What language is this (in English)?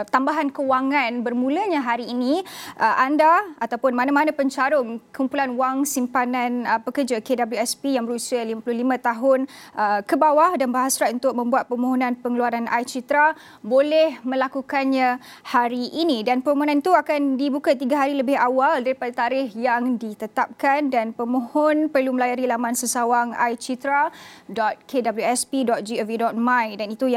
Malay